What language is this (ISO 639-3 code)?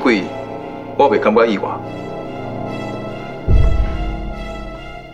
nan